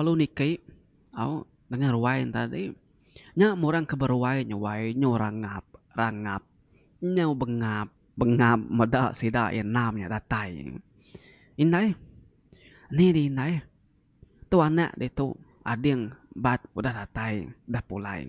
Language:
Iban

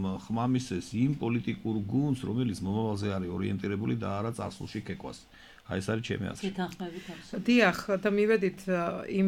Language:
Georgian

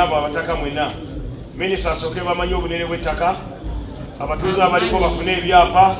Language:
Nyankole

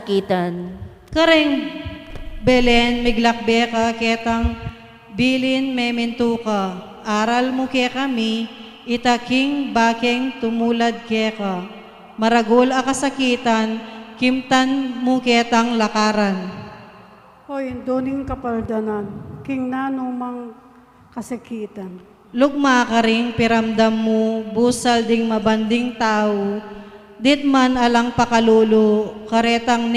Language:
Pampanga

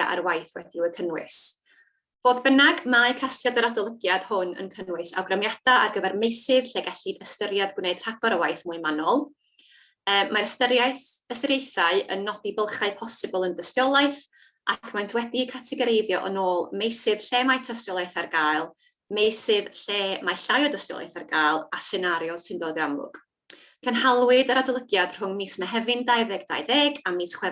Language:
Welsh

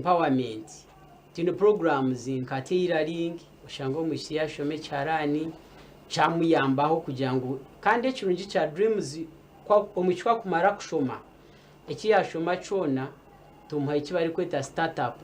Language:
Nyankole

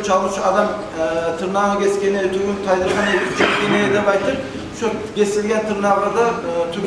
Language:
Kumyk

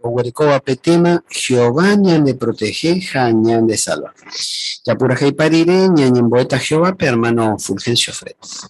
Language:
Guarani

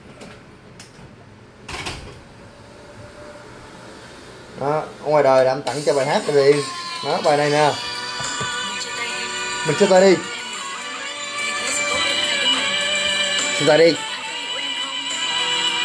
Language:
Vietnamese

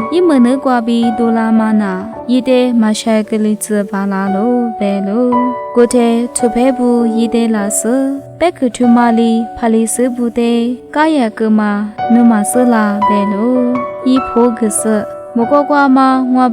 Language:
Lisu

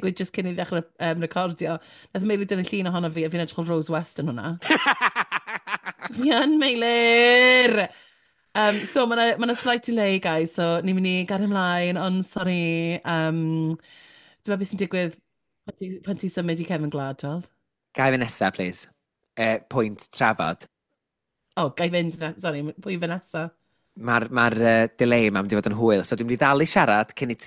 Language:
Welsh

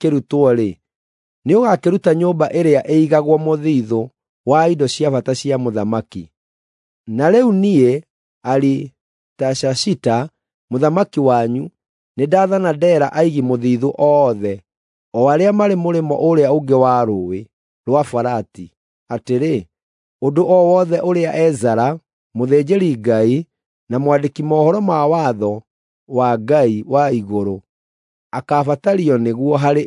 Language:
Kikuyu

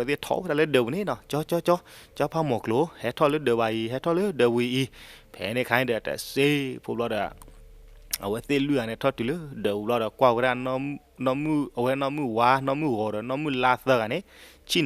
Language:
S'gaw Karen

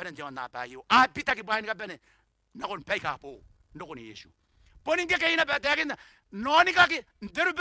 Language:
Gilbertese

